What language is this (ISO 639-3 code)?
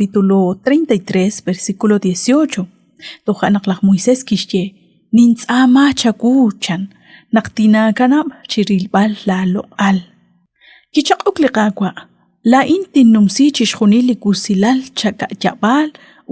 kek